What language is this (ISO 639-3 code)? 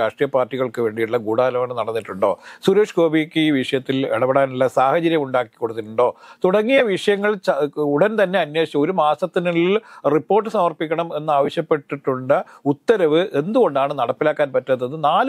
mal